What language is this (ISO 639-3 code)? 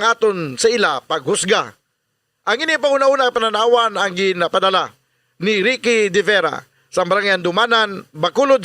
hil